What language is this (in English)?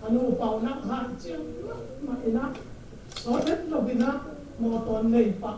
Tedim Chin